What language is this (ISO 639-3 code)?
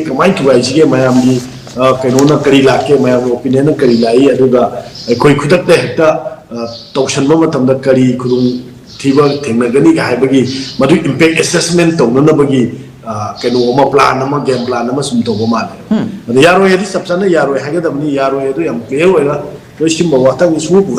mni